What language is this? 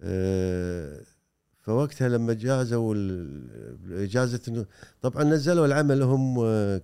Gulf Arabic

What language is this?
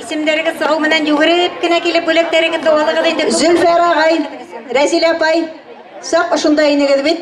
Bashkir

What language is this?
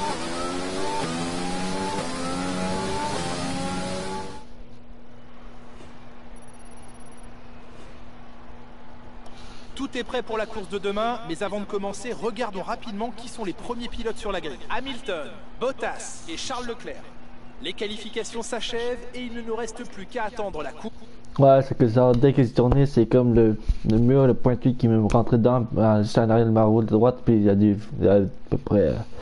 French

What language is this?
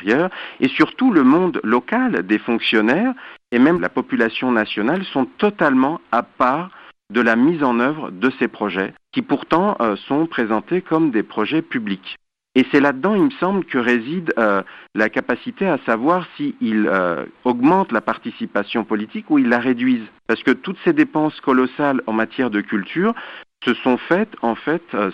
French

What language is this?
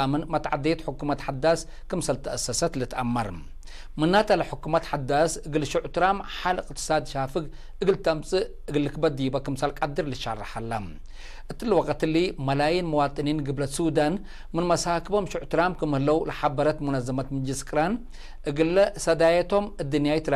Tigre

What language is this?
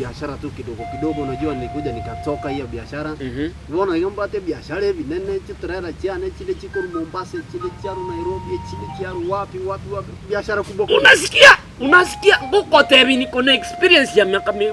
Gusii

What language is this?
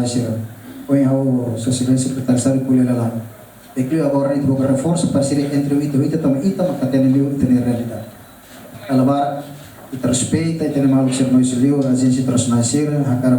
Tetum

